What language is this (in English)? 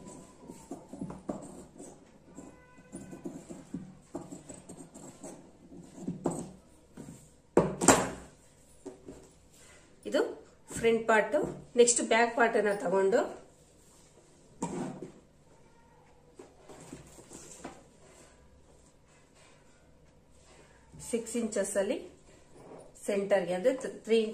Kannada